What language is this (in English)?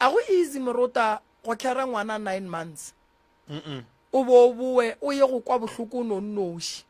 Northern Sotho